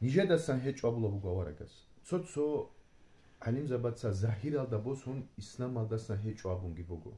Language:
Avaric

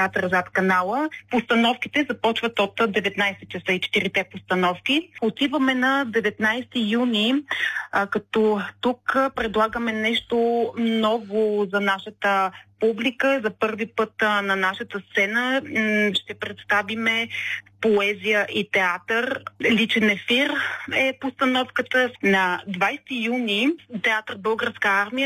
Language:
Bulgarian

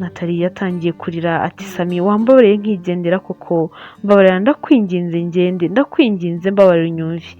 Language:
Kinyarwanda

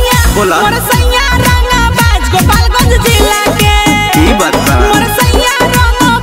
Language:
Bhojpuri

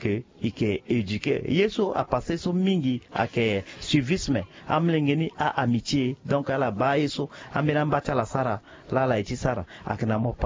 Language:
Sango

